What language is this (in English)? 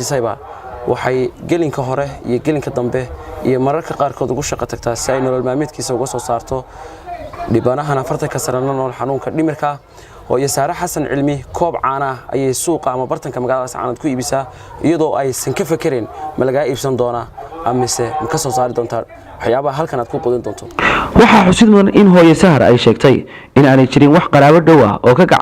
Somali